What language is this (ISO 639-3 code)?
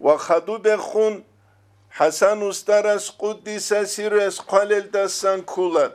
ava